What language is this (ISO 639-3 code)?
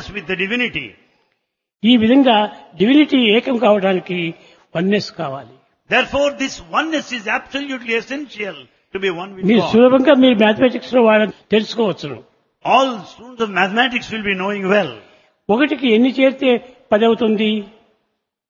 tel